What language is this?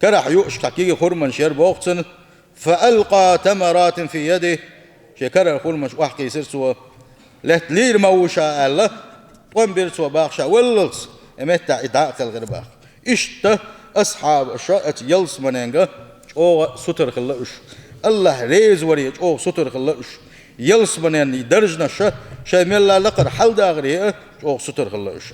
Chechen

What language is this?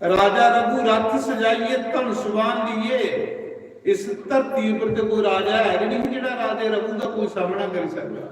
Dogri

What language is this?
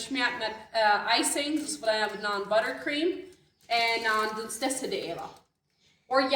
Plautdietsch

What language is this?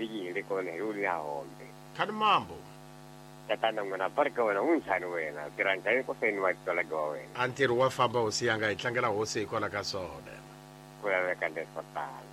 Tsonga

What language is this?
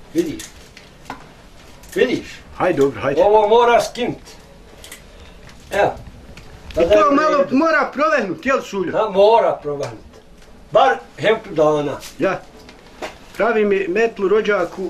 Bosnian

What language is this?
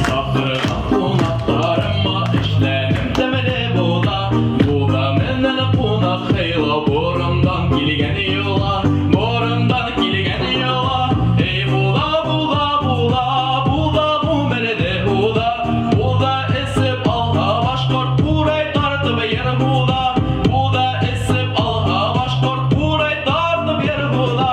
Bashkir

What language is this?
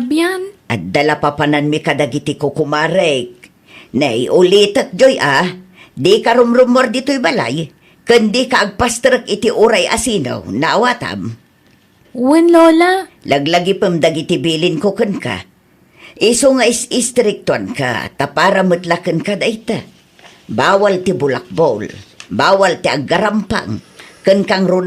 Iloko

